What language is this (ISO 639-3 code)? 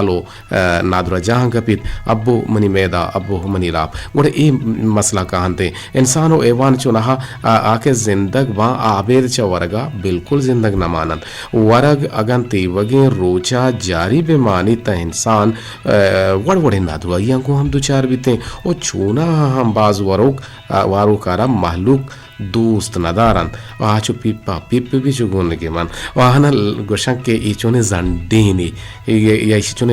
bgp